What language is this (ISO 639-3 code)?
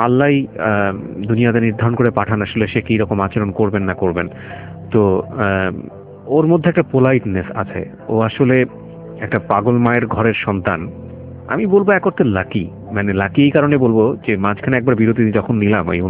ben